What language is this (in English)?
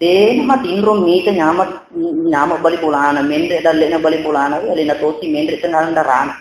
Buginese